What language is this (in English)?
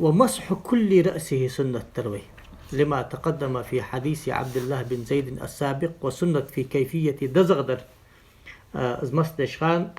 Ingush